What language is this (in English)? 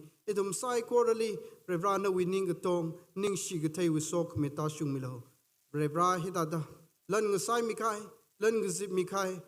Tangkhul Naga (India)